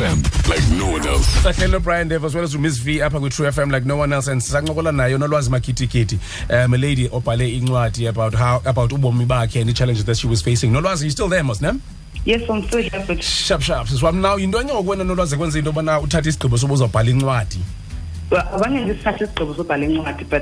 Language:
Xhosa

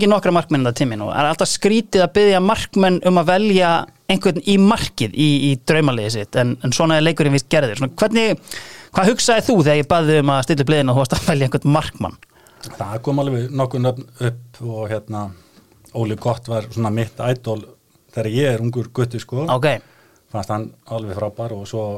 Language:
Icelandic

